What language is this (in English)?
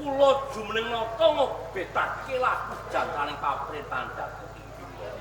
Javanese